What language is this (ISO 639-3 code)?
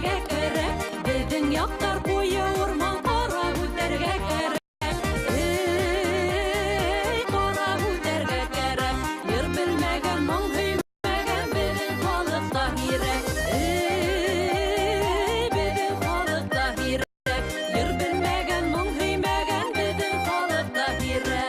bak